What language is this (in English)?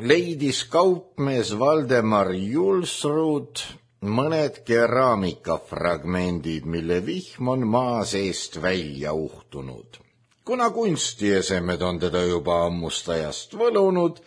Estonian